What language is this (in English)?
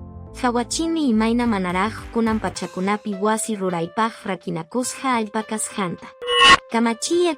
Quechua